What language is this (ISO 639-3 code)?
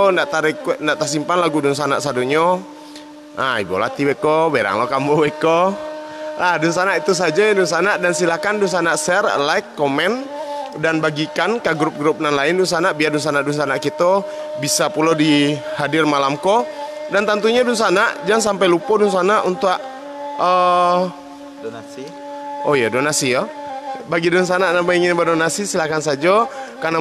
min